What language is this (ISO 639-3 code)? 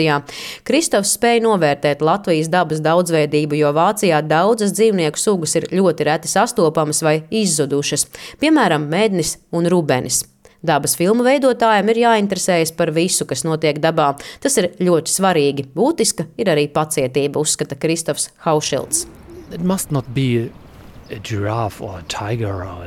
lav